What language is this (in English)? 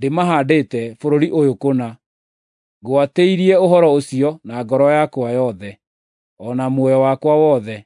Kikuyu